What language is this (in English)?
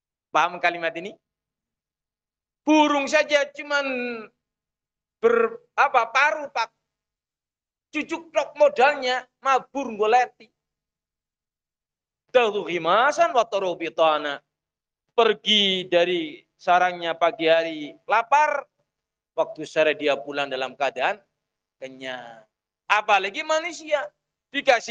Indonesian